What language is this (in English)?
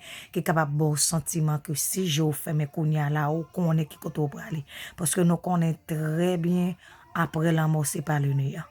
Haitian Creole